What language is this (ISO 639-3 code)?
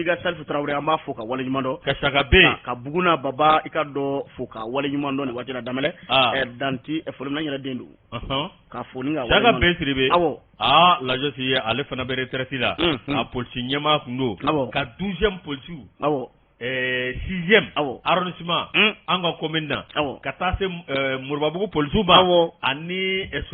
bam